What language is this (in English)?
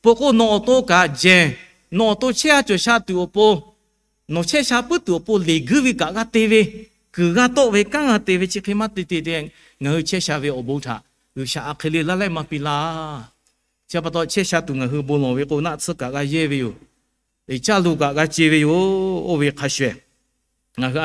Lahu